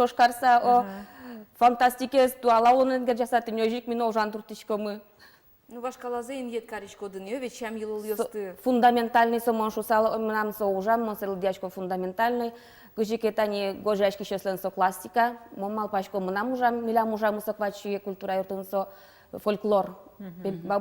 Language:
Udmurt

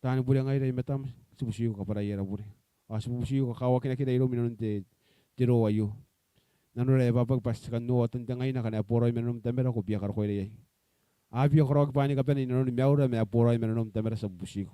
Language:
Gilbertese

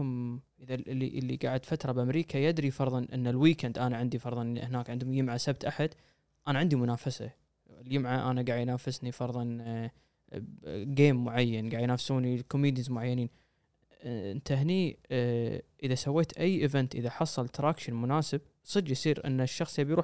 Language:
Gulf Arabic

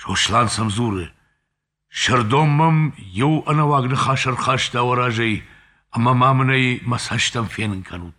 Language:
Ossetic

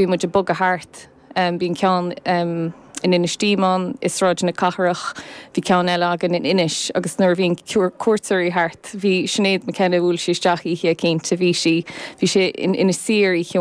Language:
Irish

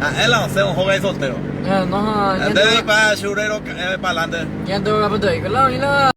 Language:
Guarani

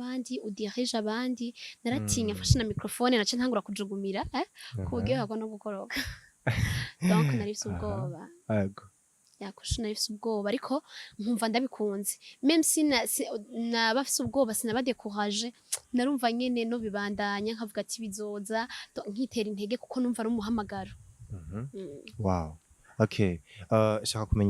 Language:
Rundi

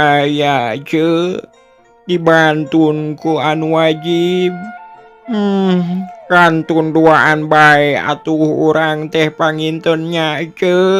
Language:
Sundanese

